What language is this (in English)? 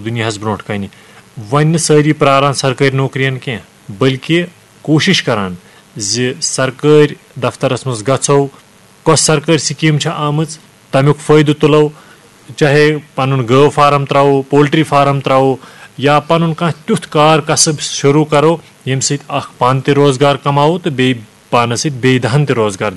Kashmiri